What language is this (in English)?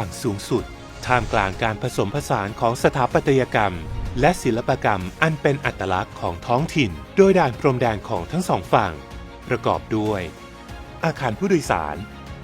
Lao